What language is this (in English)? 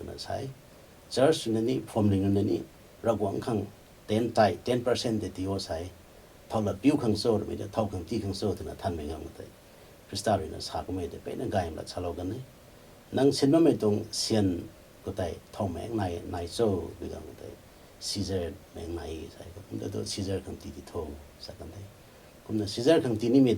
Rongmei Naga